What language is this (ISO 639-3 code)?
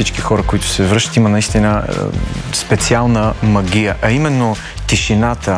bul